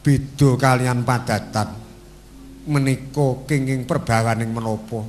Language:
Javanese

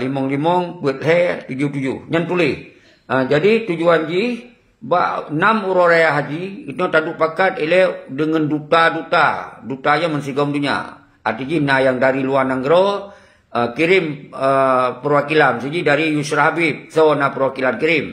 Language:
Achinese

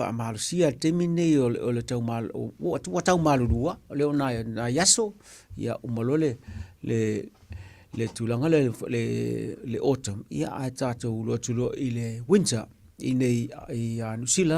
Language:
Samoan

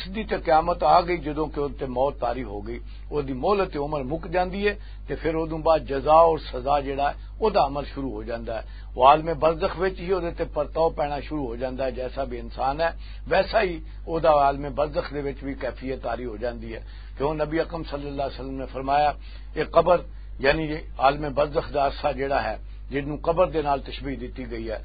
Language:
Western Panjabi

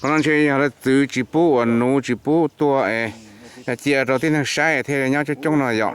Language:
Hmong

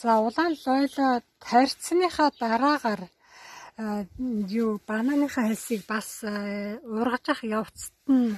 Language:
Mongolian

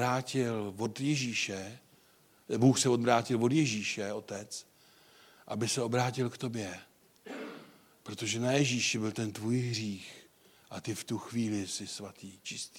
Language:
Czech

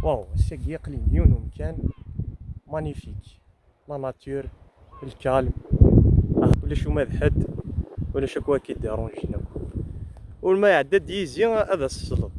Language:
Kabyle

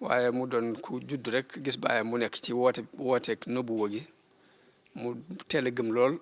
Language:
Wolof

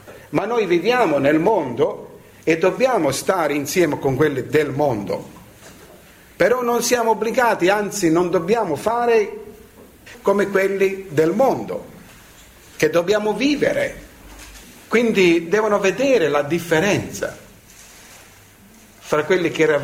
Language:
Italian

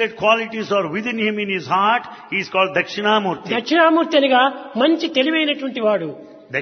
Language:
Telugu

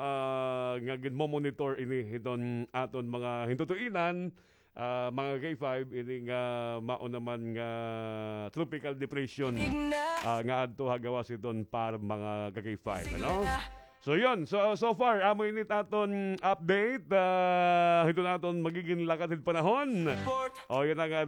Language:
Waray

